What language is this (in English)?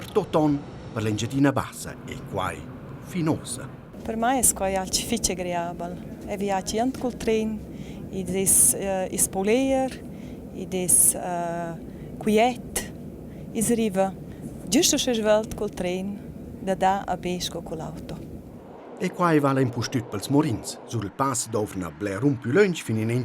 Romansh